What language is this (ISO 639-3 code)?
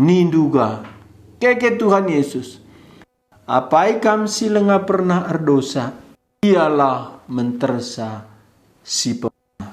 btx